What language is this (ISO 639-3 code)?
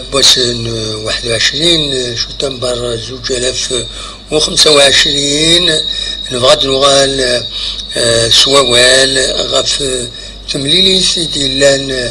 kab